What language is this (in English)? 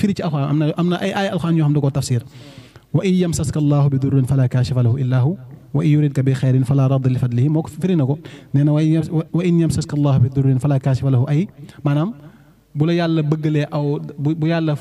Wolof